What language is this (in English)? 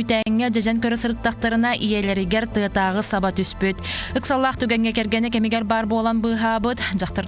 Yakut